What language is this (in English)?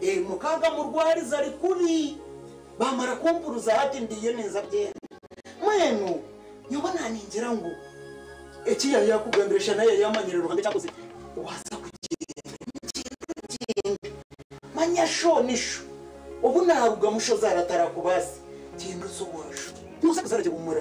Nyankole